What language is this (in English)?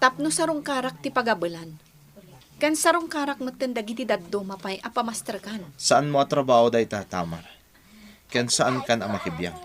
Iloko